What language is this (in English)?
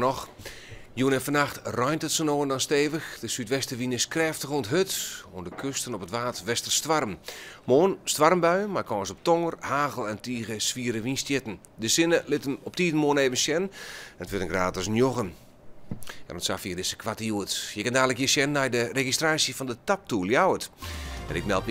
Western Frisian